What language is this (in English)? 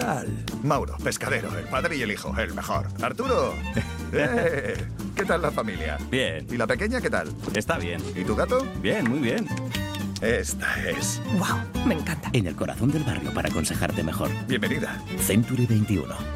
Spanish